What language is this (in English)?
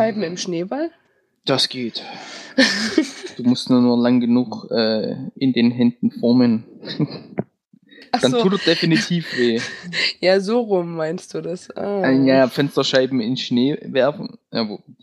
German